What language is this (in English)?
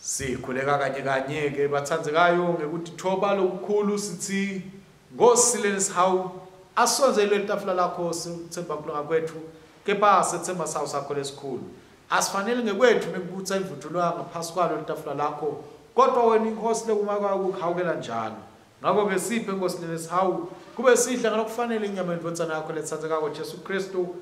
Swati